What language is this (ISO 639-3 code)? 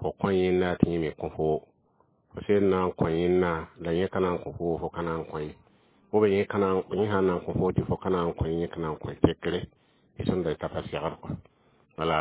mos